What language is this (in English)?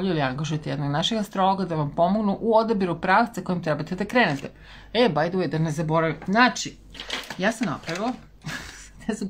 Serbian